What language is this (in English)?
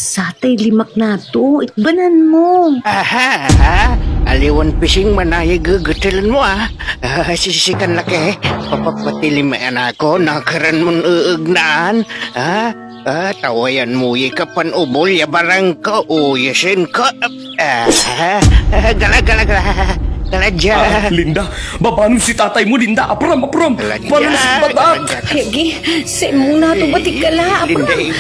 Pangasinan